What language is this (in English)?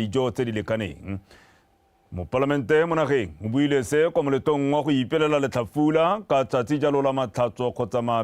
Tswana